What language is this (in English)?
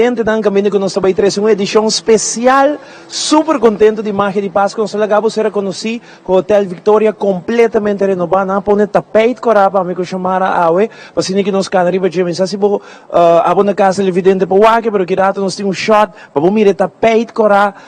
Papiamento